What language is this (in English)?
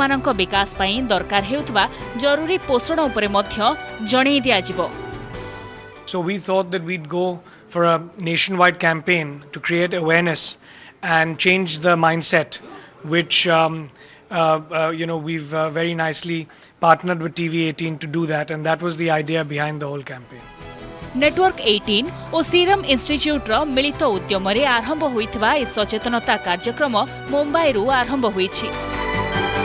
Odia